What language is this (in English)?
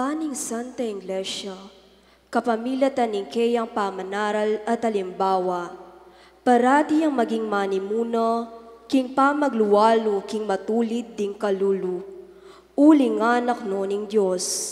Pampanga